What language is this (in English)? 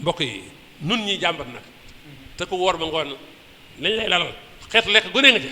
Wolof